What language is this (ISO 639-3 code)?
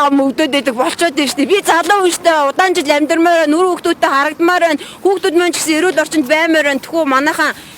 mon